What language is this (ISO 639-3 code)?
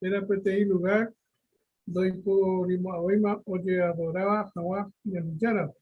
grn